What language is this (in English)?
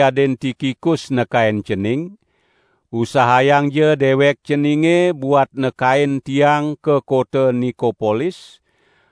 Balinese